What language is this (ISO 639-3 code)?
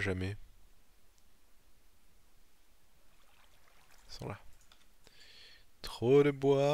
fra